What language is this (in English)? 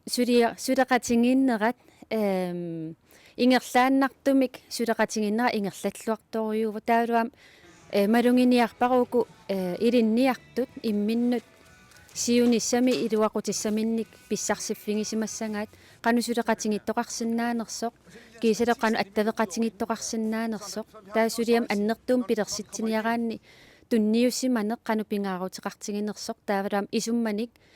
Kalaallisut